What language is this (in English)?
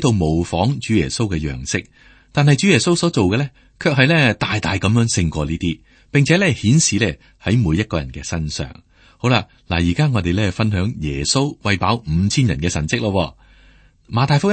Cantonese